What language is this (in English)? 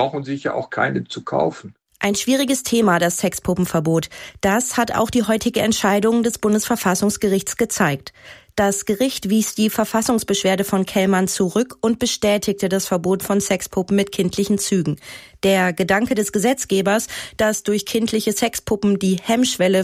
German